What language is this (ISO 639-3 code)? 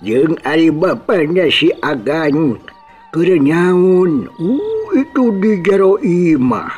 sun